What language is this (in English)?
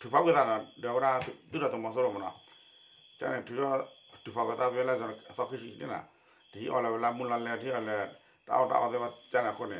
S'gaw Karen